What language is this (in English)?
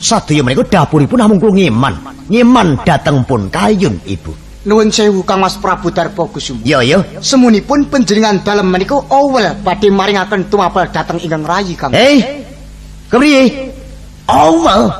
Javanese